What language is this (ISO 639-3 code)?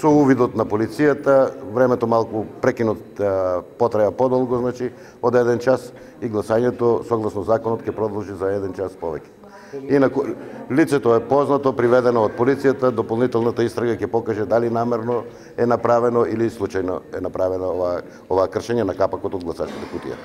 mkd